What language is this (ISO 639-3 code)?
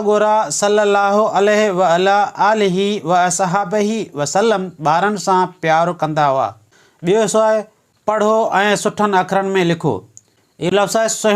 snd